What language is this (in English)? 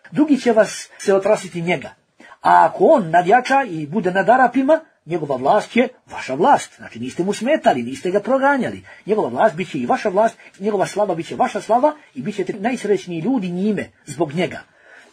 Bosnian